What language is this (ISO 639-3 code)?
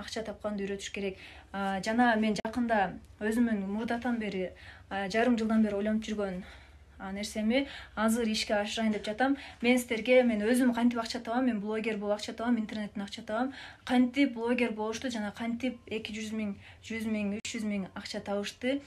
kir